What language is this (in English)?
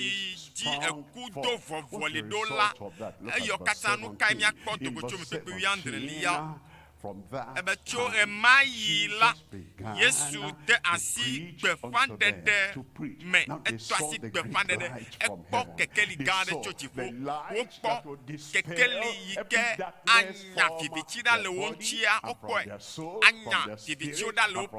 Ewe